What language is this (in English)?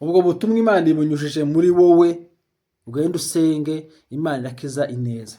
Rundi